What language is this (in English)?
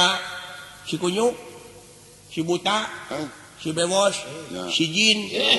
Sundanese